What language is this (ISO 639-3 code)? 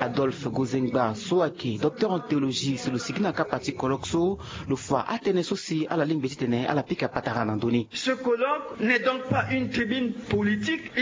sag